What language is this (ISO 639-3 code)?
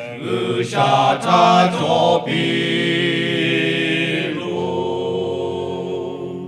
lhu